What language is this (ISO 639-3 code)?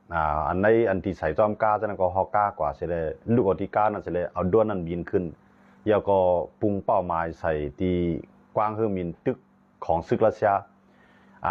shn